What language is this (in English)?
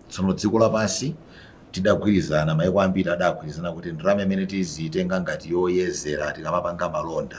Nyanja